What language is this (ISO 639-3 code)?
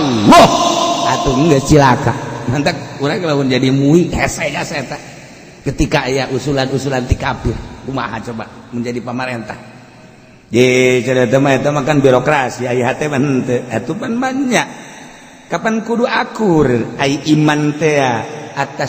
sun